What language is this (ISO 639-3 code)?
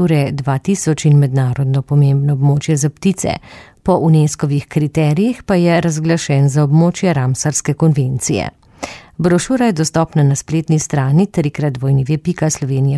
slv